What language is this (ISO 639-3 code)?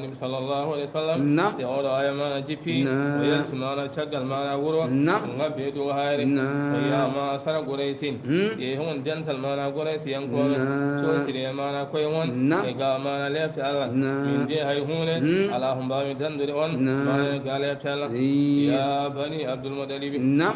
ful